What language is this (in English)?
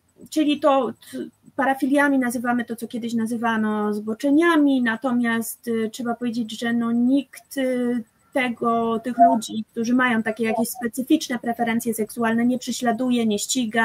Polish